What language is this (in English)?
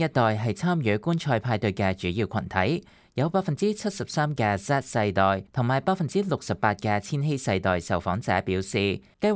Cantonese